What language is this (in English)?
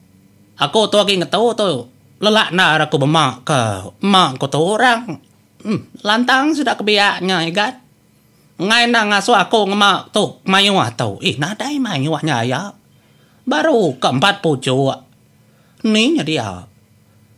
Iban